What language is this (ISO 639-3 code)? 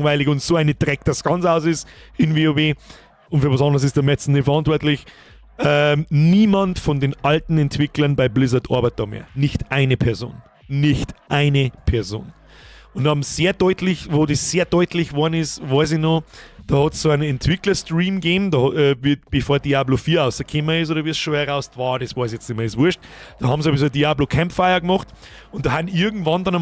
bar